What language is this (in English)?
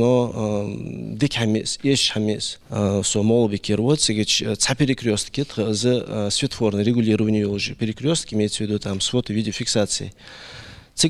Ingush